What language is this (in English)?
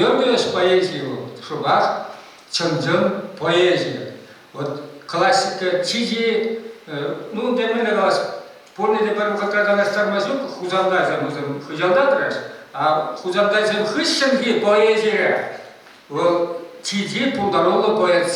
Chuvash